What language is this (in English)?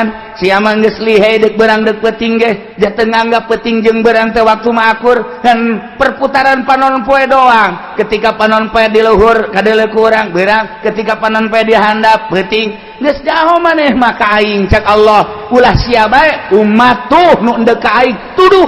Sundanese